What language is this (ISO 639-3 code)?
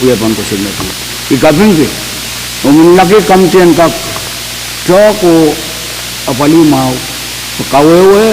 pon